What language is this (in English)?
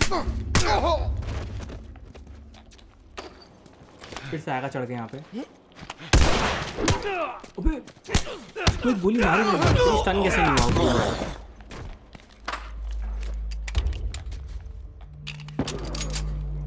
Hindi